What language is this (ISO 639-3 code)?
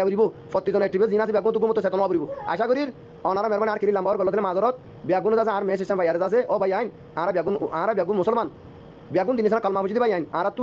rhg